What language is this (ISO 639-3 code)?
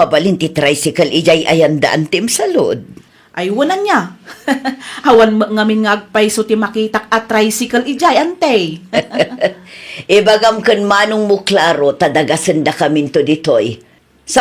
ilo